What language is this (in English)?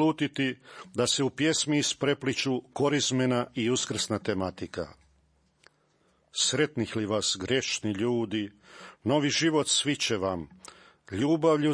Croatian